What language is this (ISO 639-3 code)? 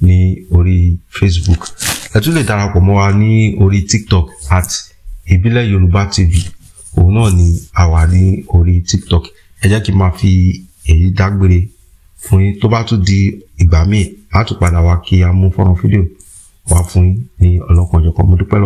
yor